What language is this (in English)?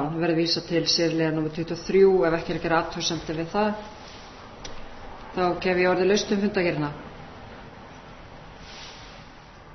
Icelandic